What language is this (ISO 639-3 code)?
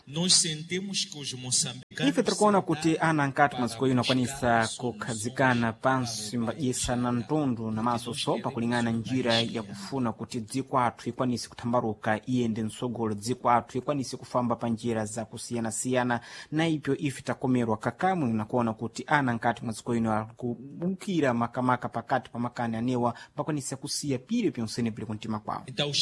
seh